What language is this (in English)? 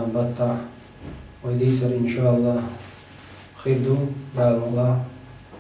Chechen